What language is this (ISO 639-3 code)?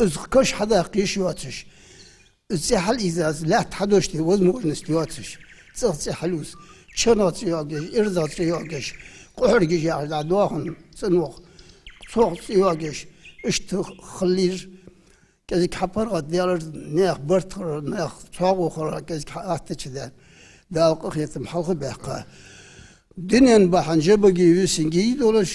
inh